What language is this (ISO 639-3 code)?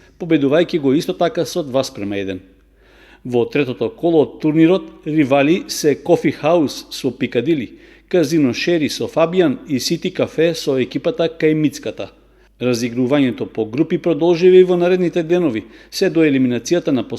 mkd